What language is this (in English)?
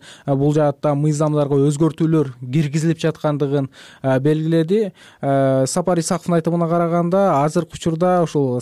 Kyrgyz